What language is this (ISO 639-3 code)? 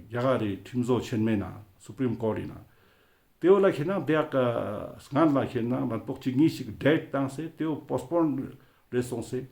lbj